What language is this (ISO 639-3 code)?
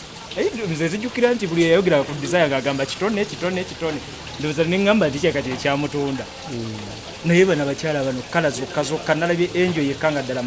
lug